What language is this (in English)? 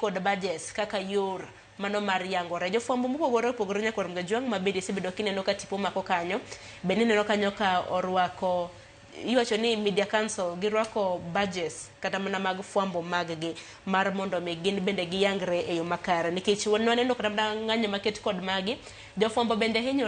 Luo (Kenya and Tanzania)